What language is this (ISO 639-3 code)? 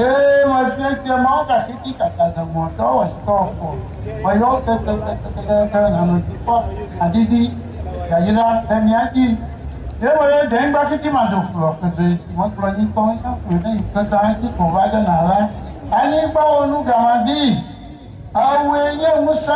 ewe